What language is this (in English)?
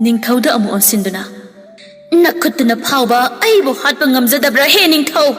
Manipuri